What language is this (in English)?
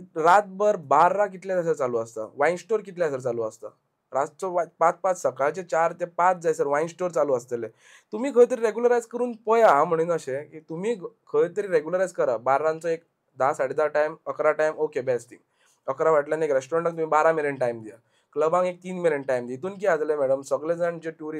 Konkani